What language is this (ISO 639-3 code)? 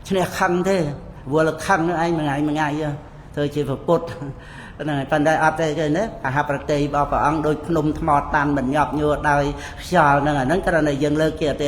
khm